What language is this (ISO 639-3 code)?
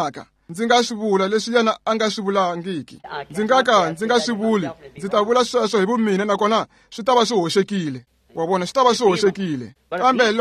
tso